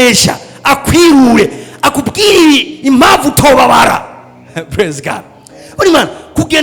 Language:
Rundi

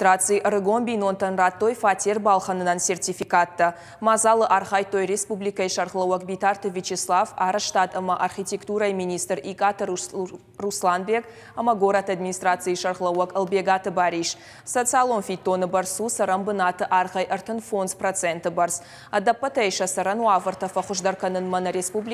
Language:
Ossetic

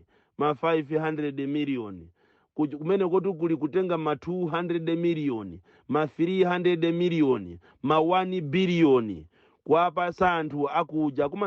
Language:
Nyanja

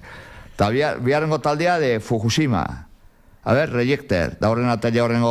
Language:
Basque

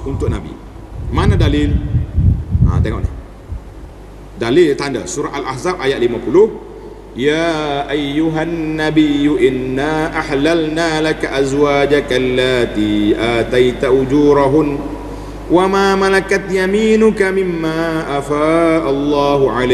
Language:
Malay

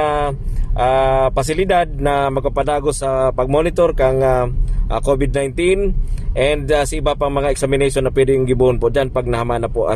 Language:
Bikol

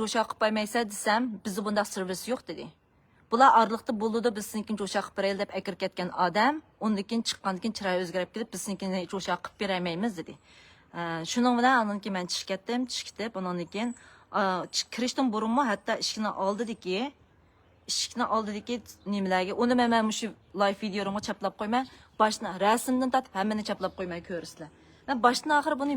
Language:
Uyghur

